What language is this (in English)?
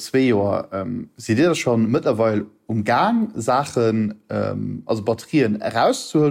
Luxembourgish